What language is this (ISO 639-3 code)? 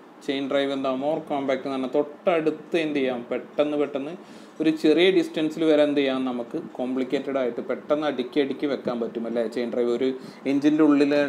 mal